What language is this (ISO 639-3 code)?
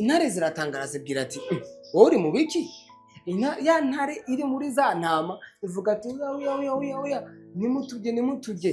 run